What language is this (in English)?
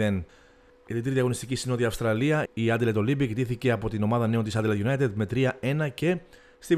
Greek